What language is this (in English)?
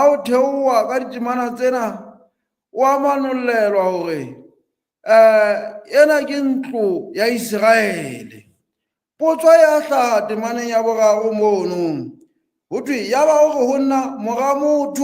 Southern Sotho